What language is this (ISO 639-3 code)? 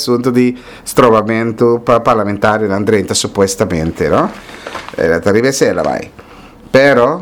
pap